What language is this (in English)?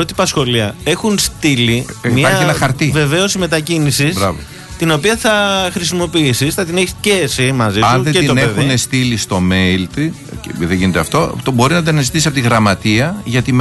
Greek